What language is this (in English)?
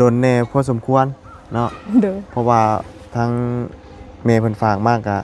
Lao